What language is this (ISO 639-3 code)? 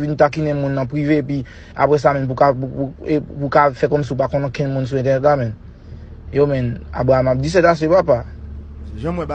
hat